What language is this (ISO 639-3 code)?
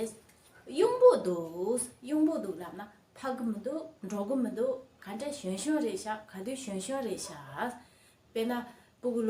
bod